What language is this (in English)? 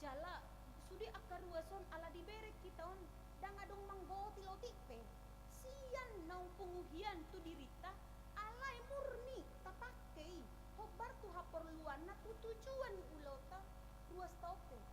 Batak Toba